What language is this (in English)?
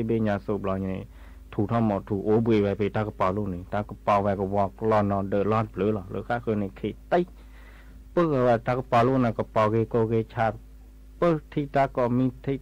S'gaw Karen